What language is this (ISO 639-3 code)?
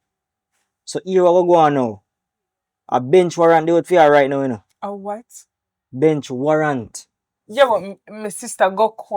jam